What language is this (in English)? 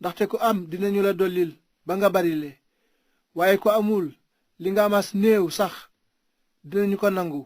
Wolof